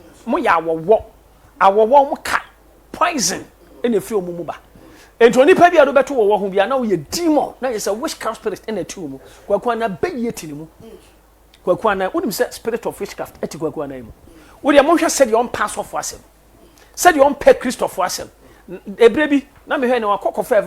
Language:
Akan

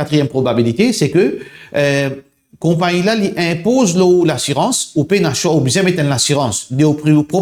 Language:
Morisyen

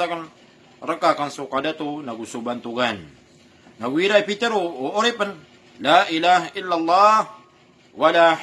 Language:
Maranao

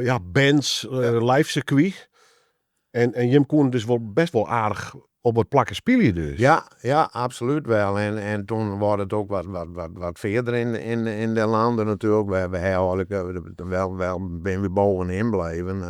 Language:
Western Frisian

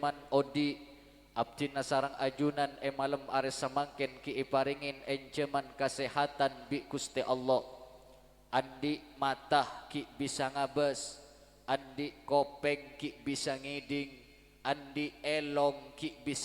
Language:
Madurese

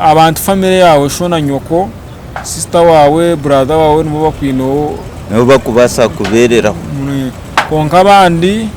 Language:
Nyankole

